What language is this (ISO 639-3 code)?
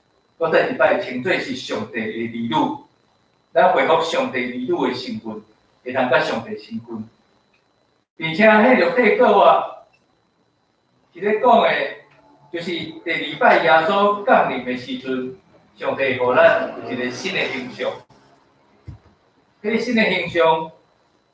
nan